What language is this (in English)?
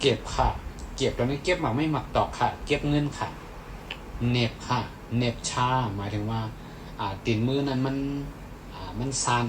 Shan